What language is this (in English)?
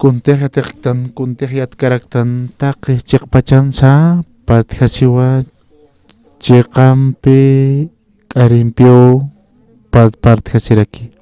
Aymara